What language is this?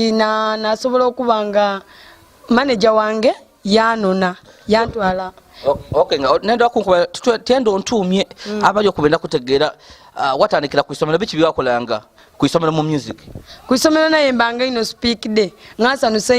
Soga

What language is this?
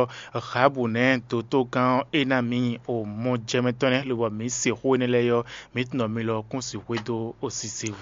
Fon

